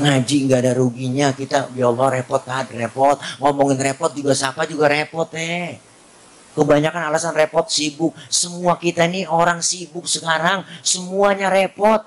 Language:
Betawi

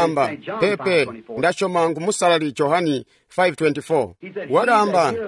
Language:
Tonga (Zambia)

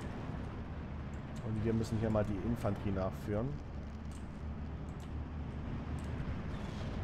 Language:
German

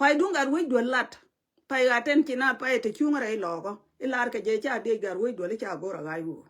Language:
Nuer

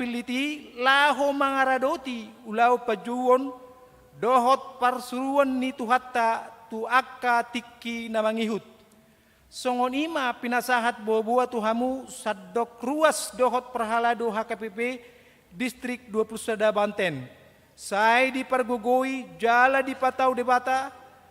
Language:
Batak Toba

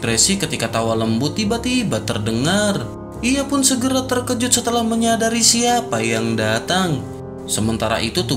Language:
Indonesian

